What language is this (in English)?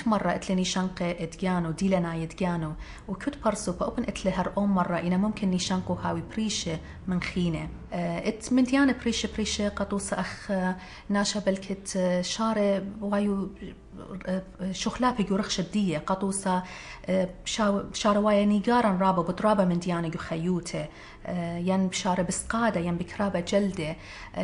Assyrian Neo-Aramaic